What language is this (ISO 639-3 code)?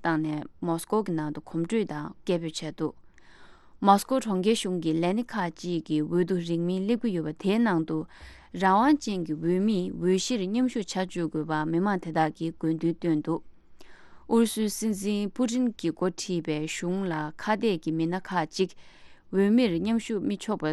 bod